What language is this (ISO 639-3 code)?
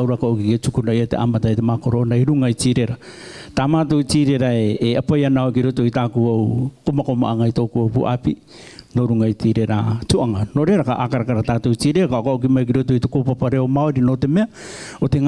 rar